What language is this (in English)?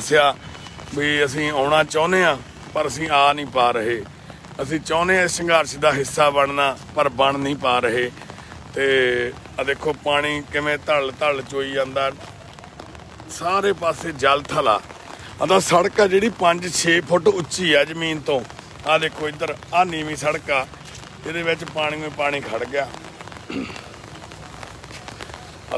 Punjabi